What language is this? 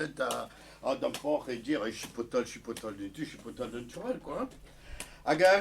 Breton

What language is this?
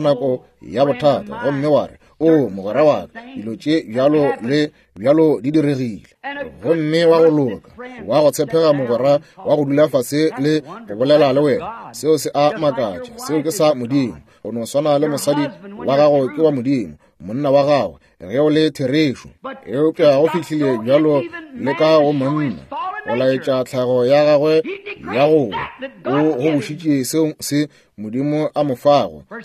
Northern Sotho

